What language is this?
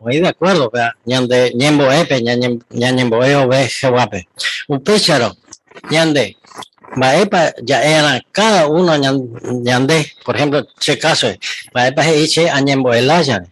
Guarani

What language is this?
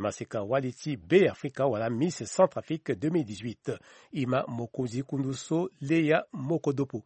Sango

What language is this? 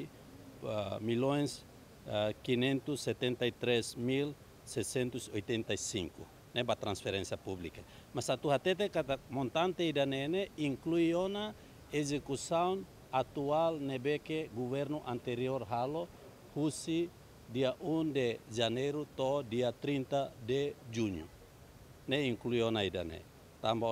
Tetum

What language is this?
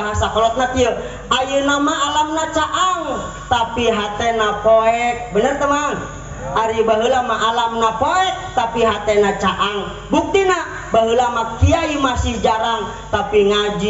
Sundanese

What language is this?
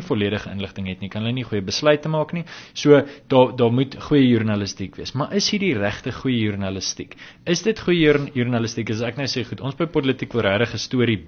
Afrikaans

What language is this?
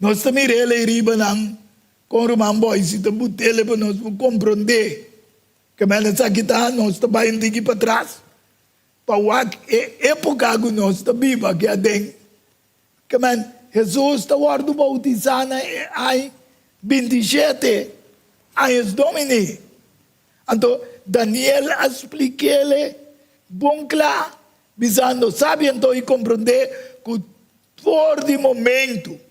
Papiamento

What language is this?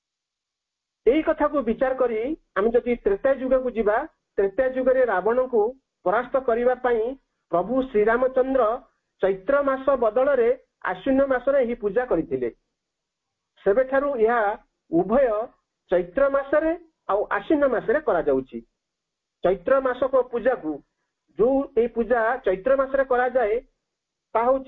Odia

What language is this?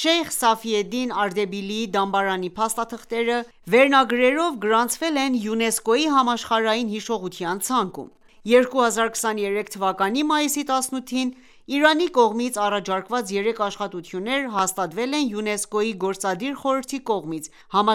Armenian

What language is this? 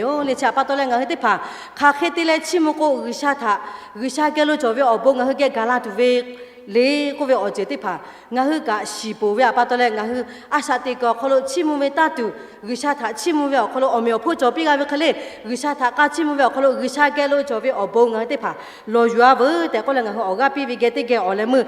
Lahu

